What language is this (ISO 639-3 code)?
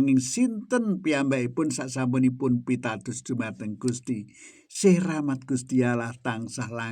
jav